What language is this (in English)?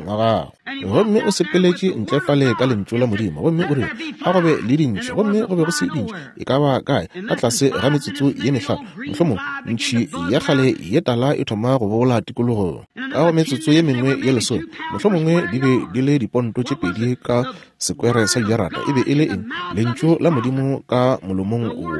Northern Sotho